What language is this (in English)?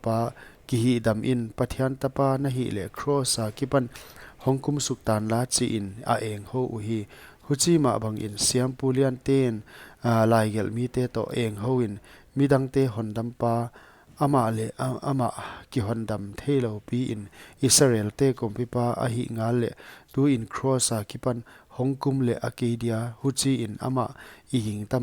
Paite Chin